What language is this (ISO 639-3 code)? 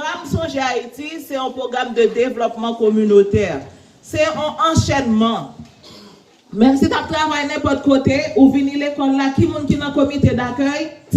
hat